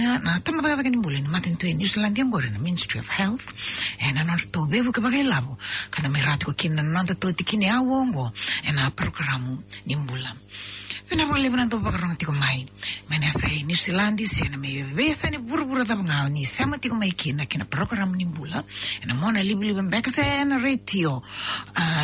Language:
Fijian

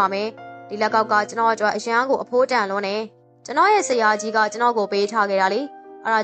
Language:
Burmese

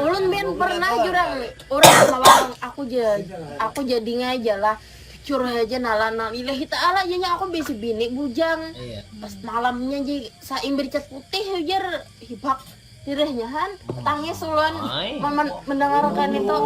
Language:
Banjar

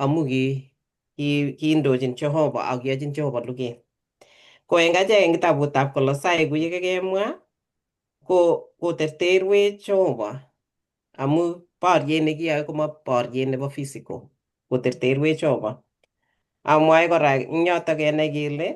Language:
Kalenjin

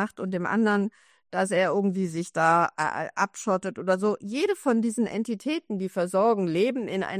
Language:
German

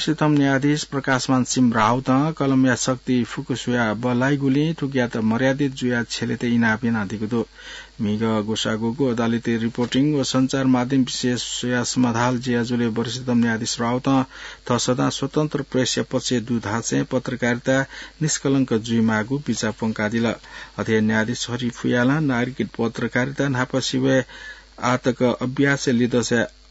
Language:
Newari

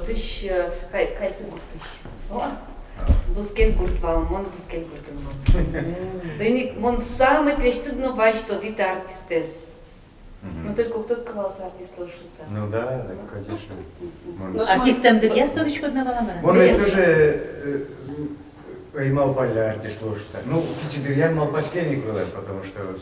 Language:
Udmurt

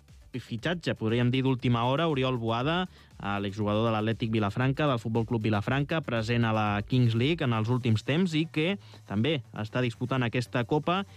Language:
Catalan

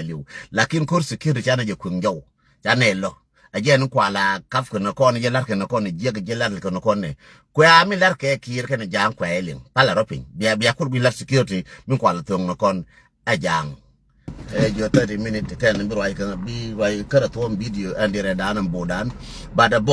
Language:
Nuer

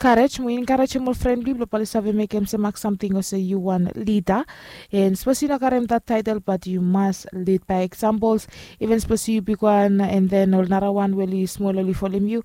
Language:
Bislama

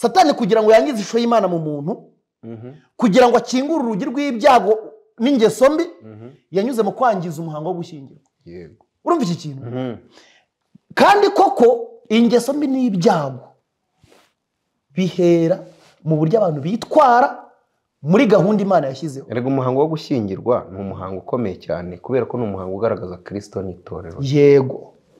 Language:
Kinyarwanda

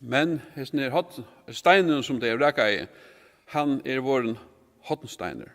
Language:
Faroese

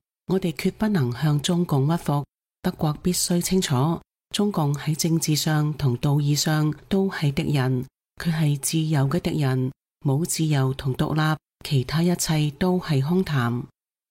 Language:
Cantonese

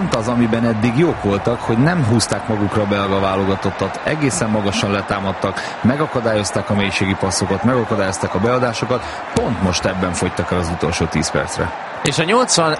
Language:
Hungarian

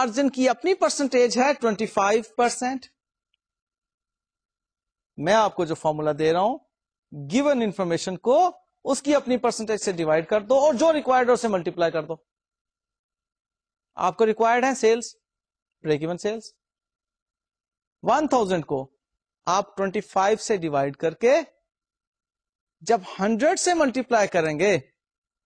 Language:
Urdu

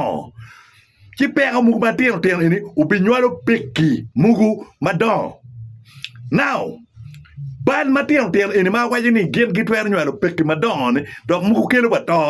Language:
Acoli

